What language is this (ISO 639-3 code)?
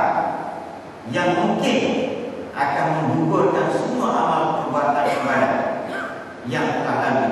msa